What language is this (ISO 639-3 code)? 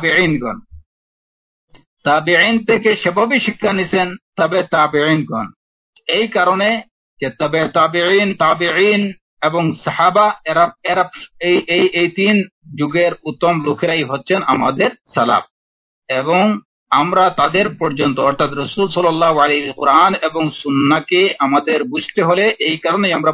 ben